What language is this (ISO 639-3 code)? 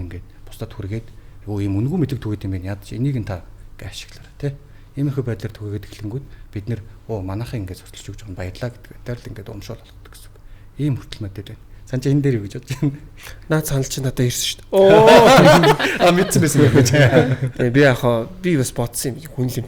mon